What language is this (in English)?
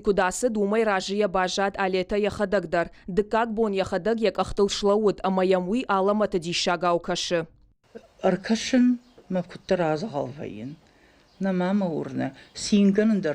Ossetic